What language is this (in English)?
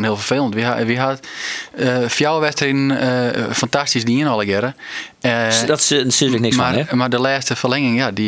Western Frisian